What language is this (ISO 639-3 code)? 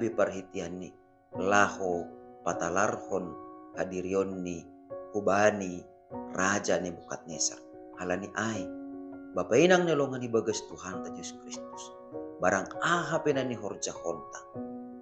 bts